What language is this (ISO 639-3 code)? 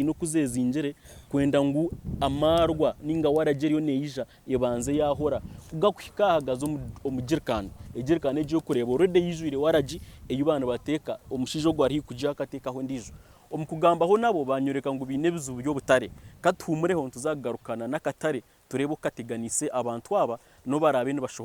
nyn